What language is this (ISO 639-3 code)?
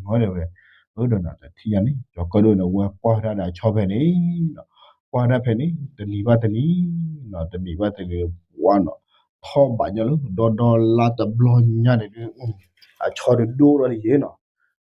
ksw